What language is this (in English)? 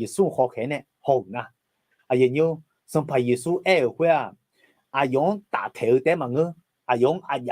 Akha